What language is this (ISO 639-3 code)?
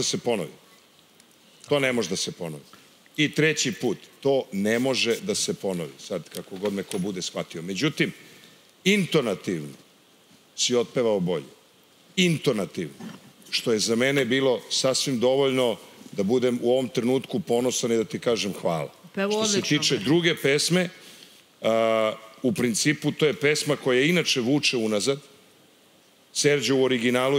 srp